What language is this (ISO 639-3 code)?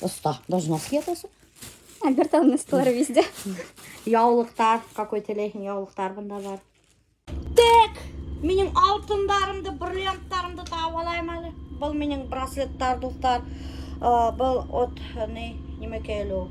bak